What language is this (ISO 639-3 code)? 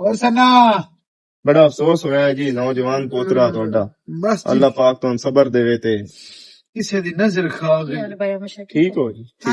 lah